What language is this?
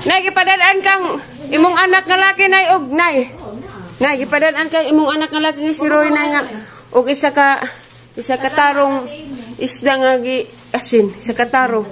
Cebuano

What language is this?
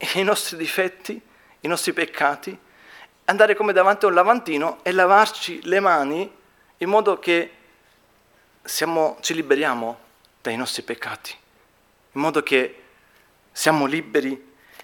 Italian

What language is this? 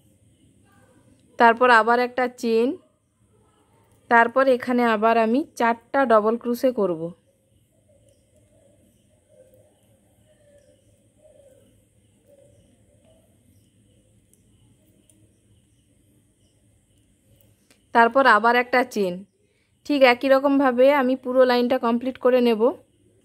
Bangla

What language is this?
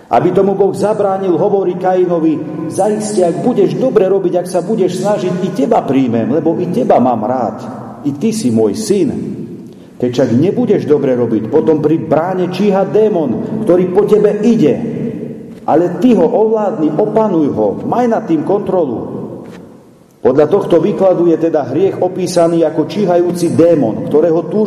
Slovak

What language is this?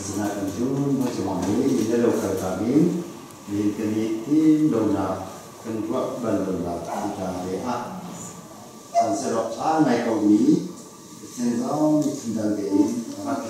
Hakha Chin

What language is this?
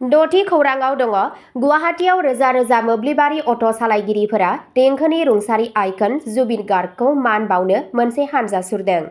Bodo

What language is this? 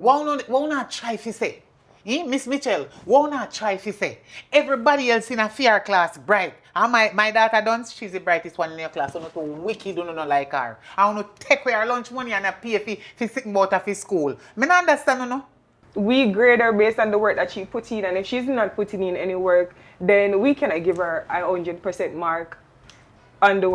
Jamaican Creole English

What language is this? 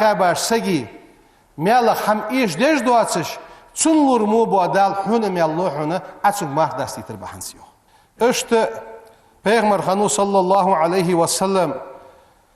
Ingush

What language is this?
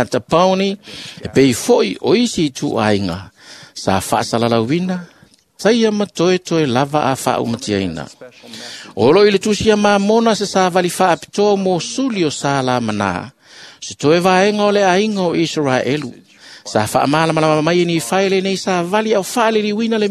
Samoan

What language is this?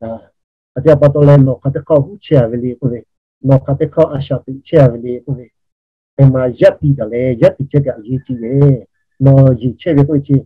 Lahu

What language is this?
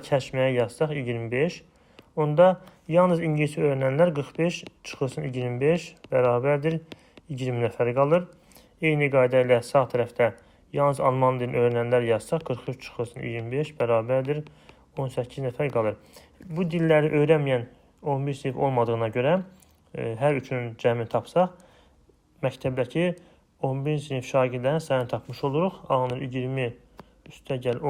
Azerbaijani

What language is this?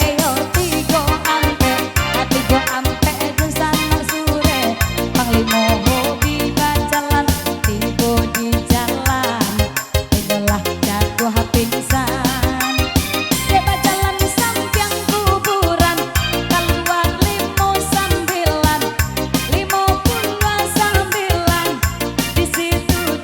Minangkabau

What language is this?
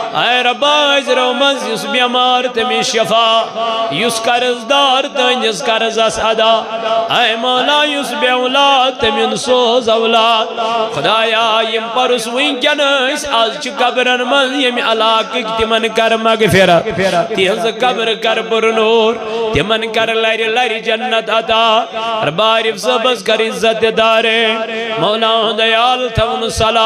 Kashmiri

